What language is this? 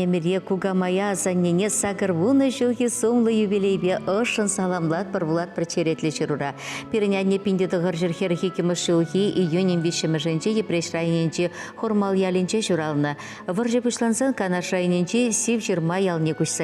Chuvash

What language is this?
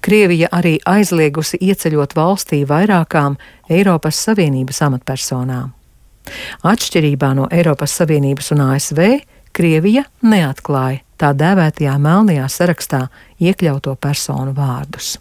Latvian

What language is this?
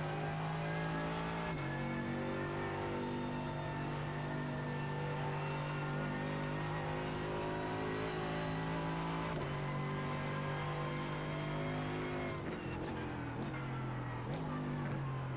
Finnish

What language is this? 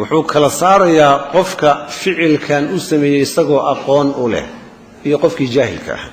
Somali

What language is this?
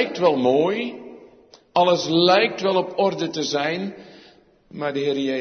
Dutch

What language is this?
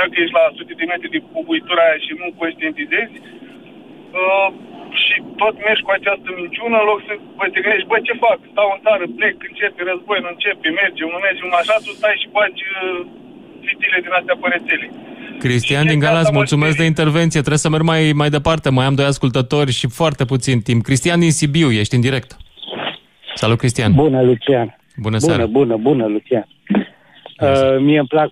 Romanian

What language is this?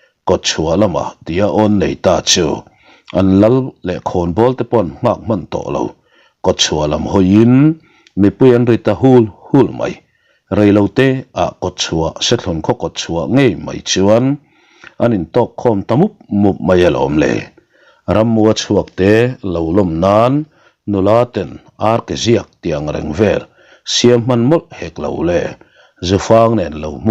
Mizo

